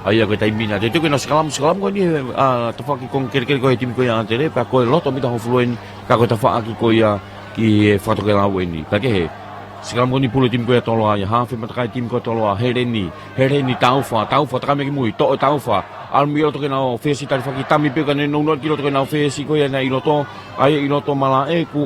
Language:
Tongan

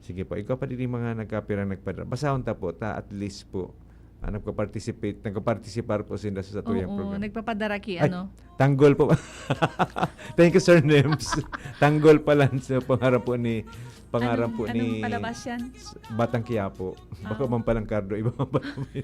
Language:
Bikol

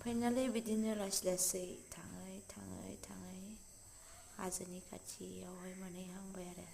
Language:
Bodo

